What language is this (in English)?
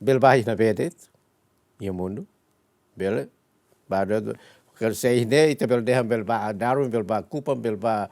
Tetum